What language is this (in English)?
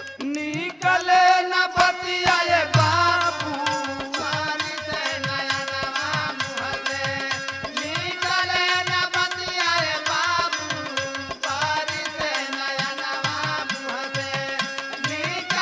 Bhojpuri